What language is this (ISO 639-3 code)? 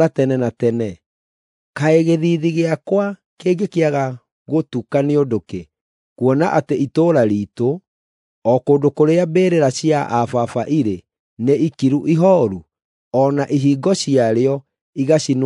kik